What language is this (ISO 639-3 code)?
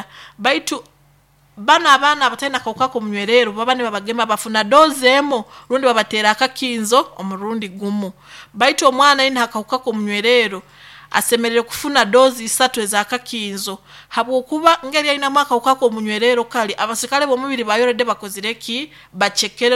nyo